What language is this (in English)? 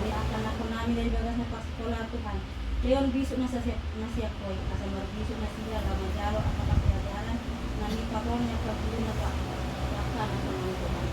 Batak Toba